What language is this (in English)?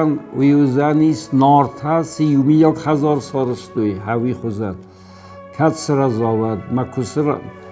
Ossetic